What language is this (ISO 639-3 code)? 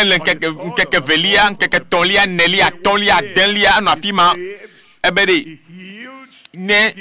ewe